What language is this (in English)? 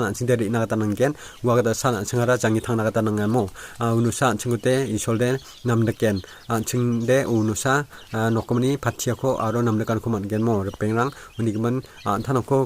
Garo